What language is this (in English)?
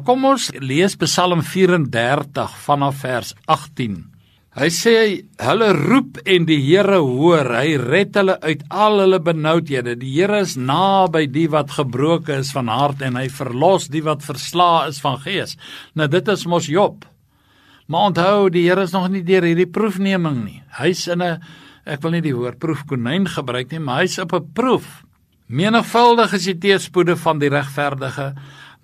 Afrikaans